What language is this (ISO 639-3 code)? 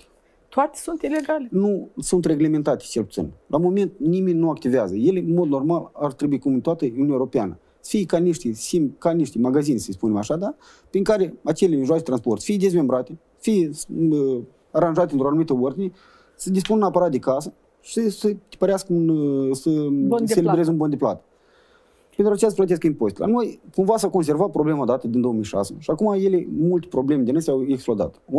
ron